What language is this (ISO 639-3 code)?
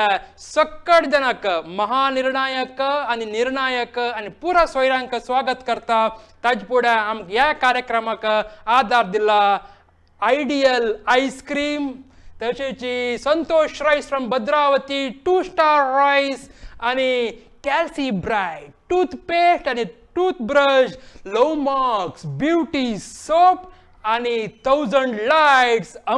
kok